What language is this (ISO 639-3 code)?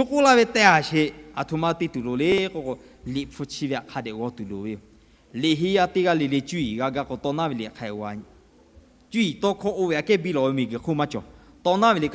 lhu